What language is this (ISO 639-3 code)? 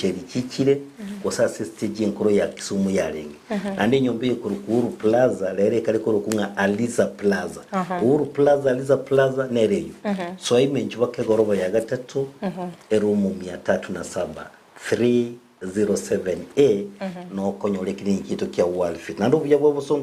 guz